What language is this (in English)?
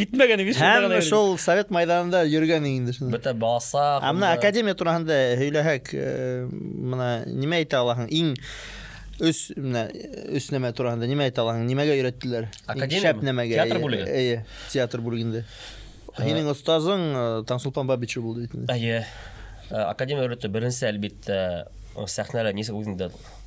Bashkir